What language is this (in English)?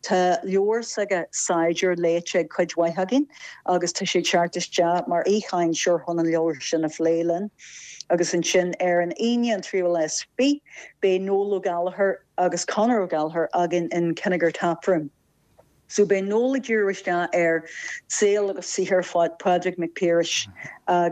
Irish